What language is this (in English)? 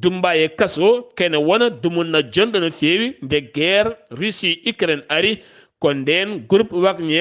Fula